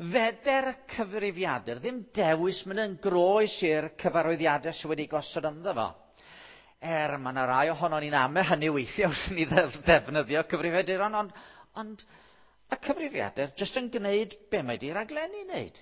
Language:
Welsh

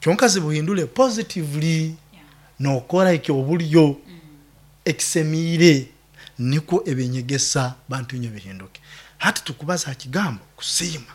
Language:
Nyoro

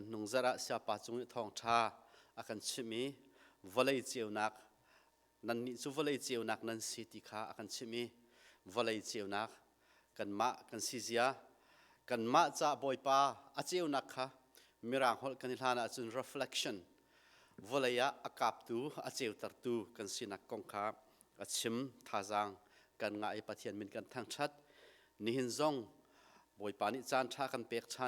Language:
Hakha Chin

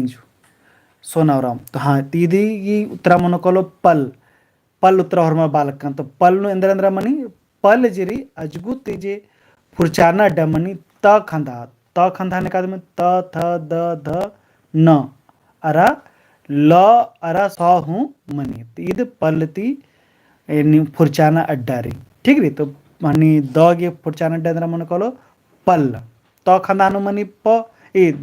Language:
Kurukh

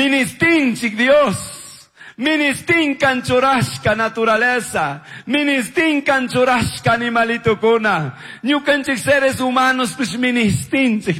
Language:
Chimborazo Highland Quichua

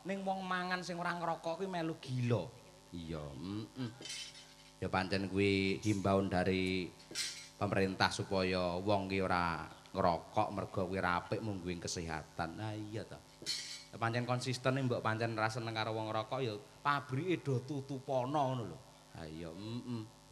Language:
Javanese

